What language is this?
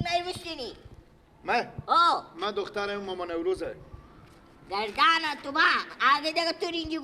Persian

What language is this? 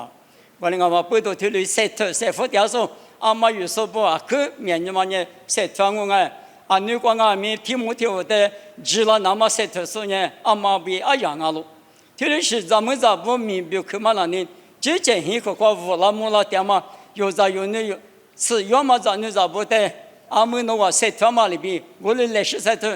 Lisu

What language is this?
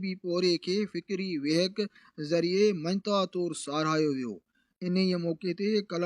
Sindhi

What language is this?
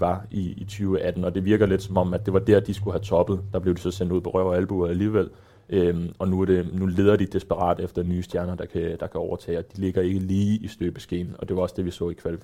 Danish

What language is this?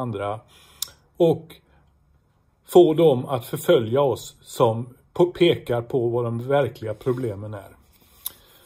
Swedish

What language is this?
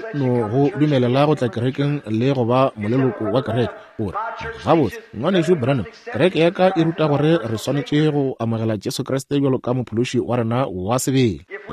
Northern Sotho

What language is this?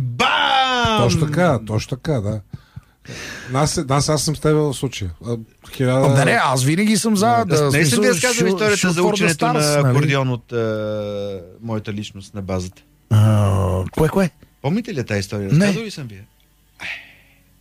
Bulgarian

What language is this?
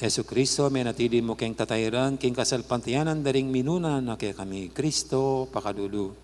Pampanga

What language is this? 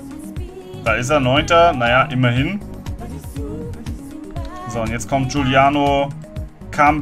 German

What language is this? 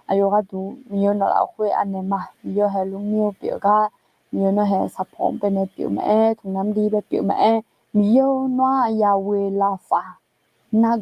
Akha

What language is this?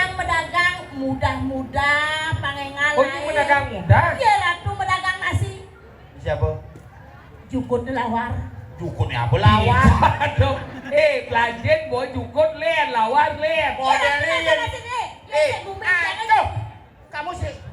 Balinese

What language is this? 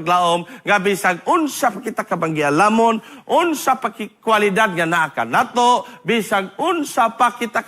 Cebuano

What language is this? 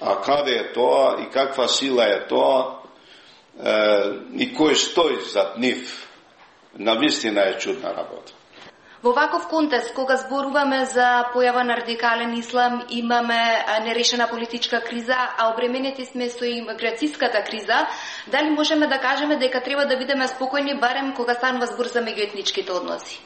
Macedonian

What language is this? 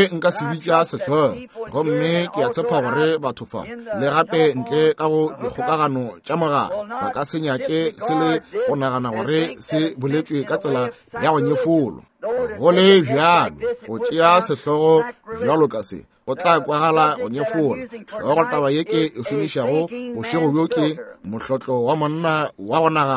Northern Sotho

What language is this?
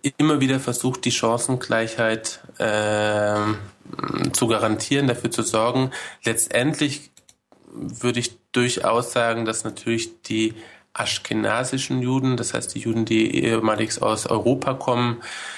German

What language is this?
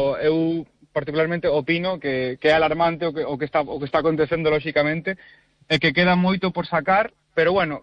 Galician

